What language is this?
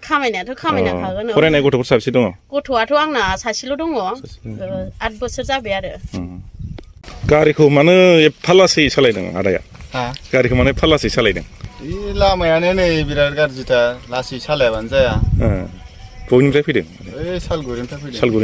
Bodo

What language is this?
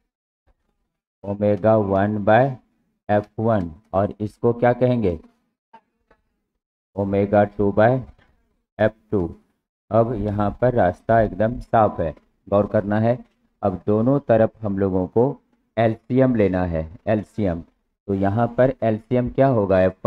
Hindi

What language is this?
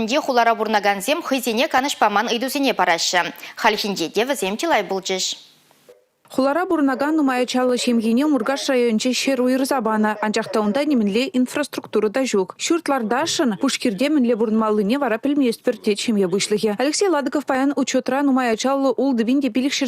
Chuvash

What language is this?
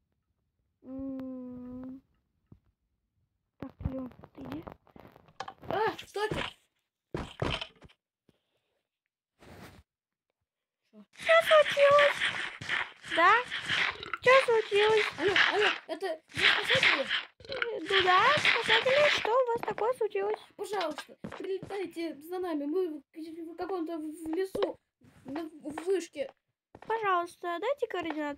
Russian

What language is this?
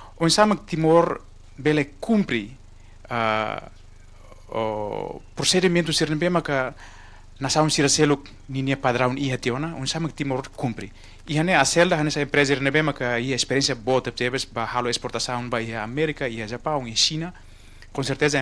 Tetum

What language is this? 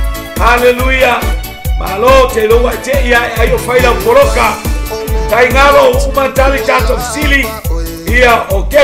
Samoan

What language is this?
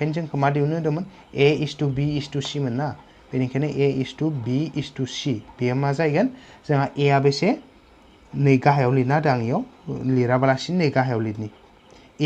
Bodo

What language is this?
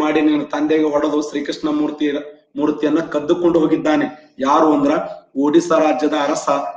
Kannada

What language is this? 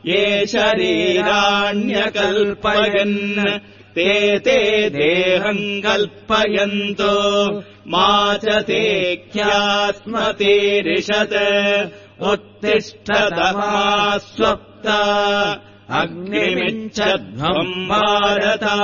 Sanskrit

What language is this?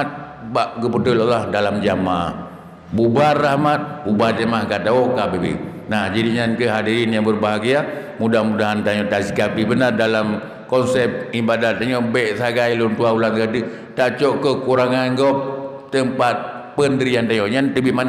Achinese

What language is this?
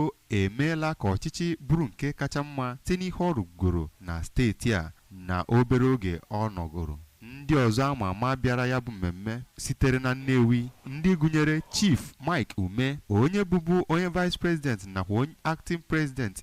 Igbo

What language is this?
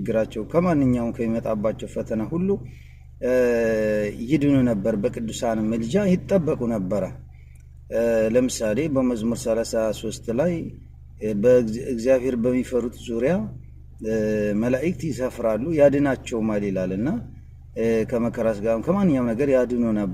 Amharic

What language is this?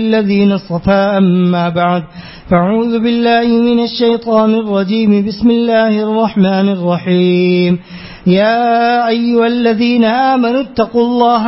Urdu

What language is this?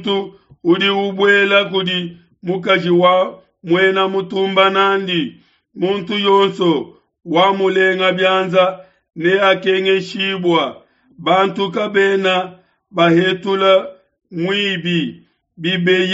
Luba-Lulua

